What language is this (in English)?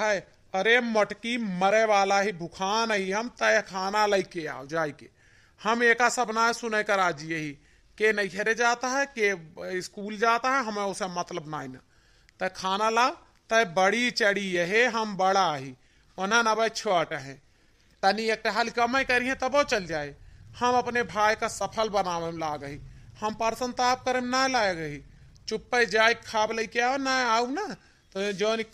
Awadhi